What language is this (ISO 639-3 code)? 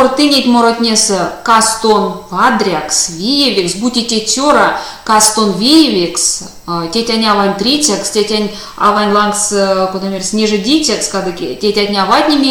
myv